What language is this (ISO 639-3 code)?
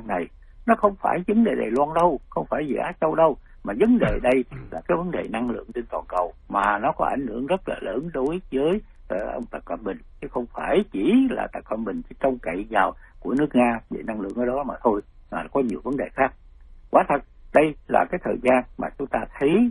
vie